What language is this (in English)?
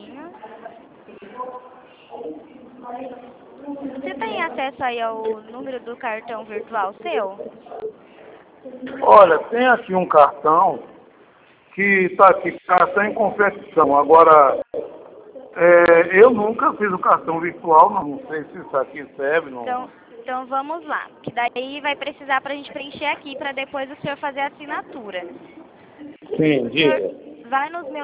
Portuguese